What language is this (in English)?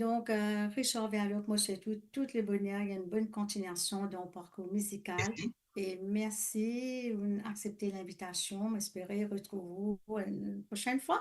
Morisyen